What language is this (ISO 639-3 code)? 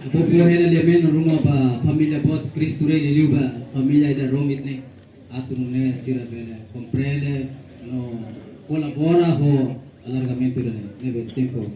tet